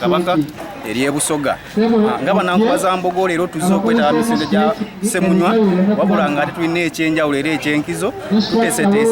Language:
Soga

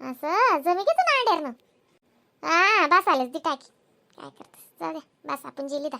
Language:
Khandesi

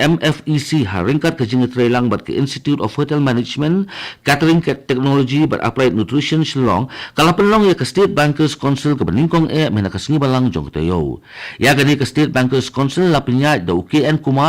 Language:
Khasi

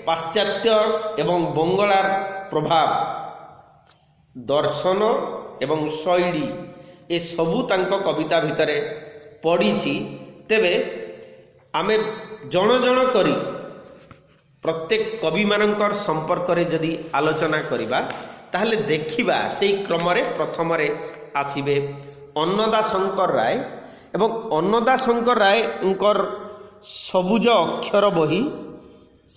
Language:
Odia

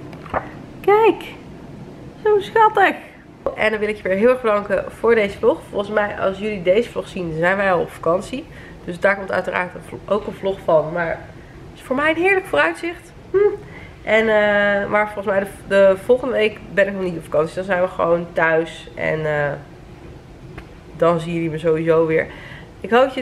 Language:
Dutch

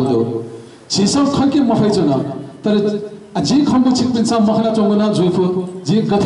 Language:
Newari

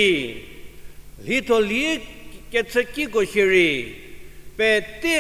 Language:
Angami Naga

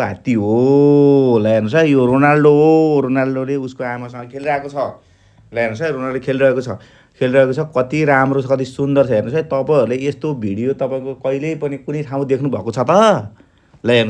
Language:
Nepali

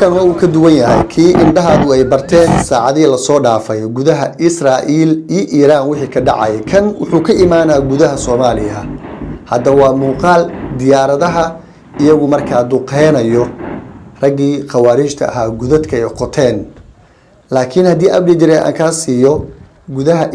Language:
Somali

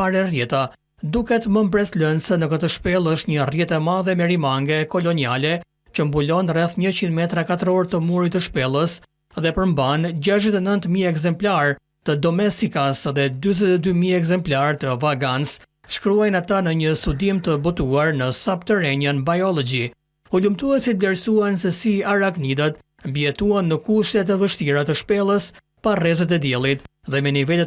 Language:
Albanian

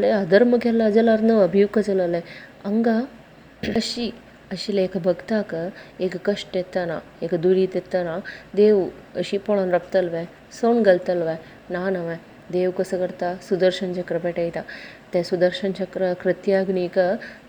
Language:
Konkani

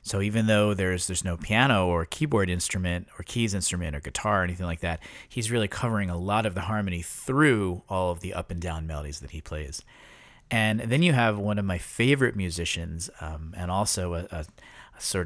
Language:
English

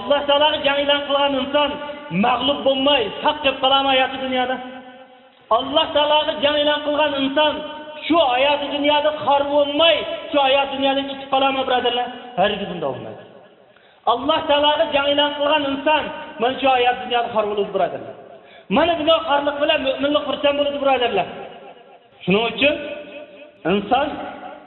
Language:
Uyghur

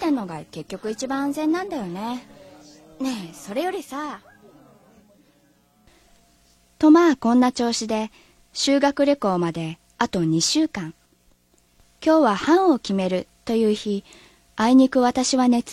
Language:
Japanese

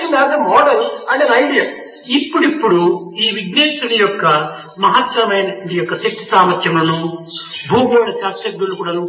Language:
Telugu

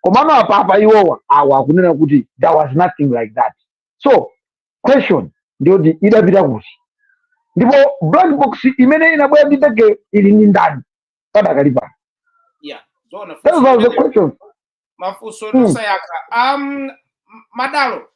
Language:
Nyanja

